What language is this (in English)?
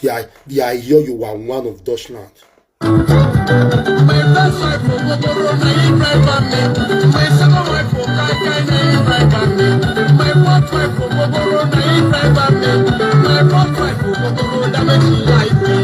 Nigerian Pidgin